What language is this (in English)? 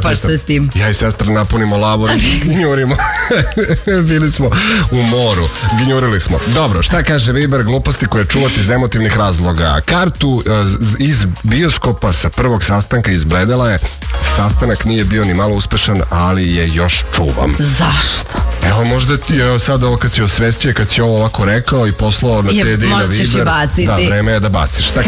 Serbian